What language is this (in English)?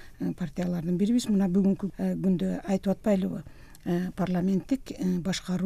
Kyrgyz